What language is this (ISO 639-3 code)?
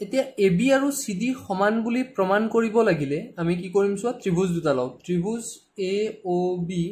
asm